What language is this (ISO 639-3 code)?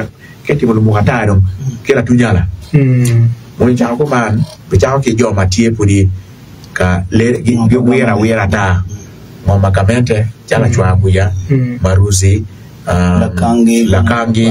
ach